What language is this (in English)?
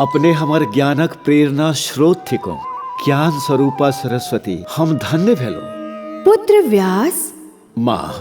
Maithili